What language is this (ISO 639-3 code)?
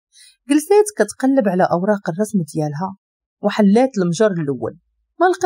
ary